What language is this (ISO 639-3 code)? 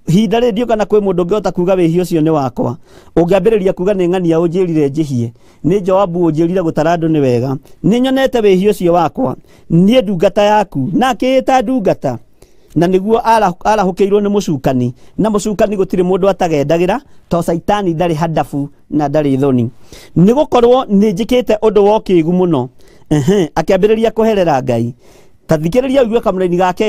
kik